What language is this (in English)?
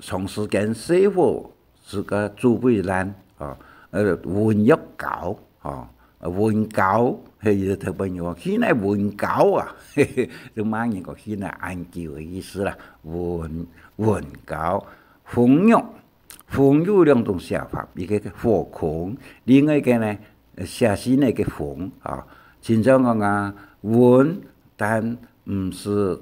Hakka Chinese